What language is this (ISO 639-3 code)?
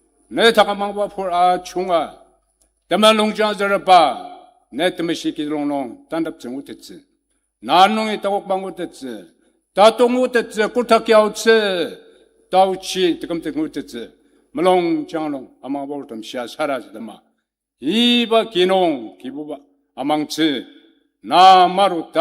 njo